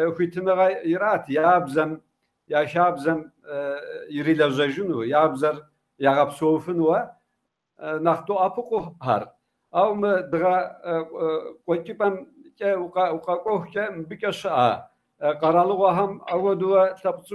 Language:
Kabardian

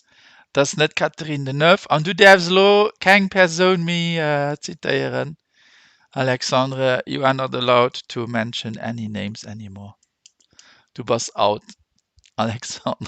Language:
Luxembourgish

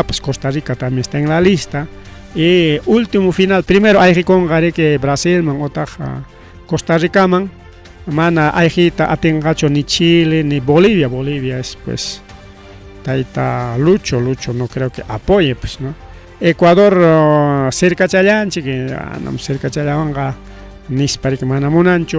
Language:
Ayacucho Quechua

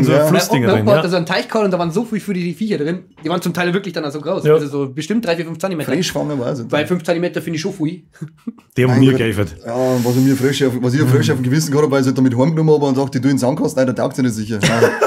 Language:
Bavarian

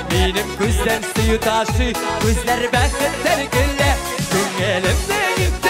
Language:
Tatar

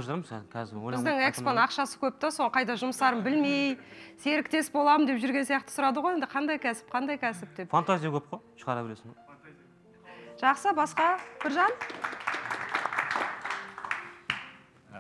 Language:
Kazakh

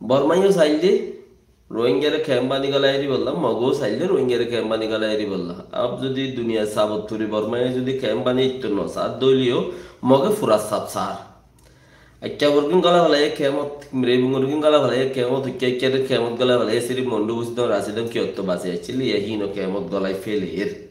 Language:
Rohingya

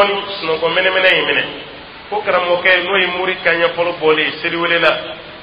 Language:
Dyula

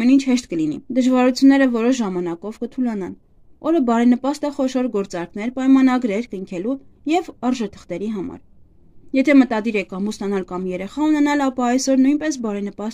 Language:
Armenian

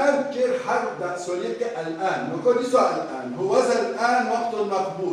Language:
Kurdish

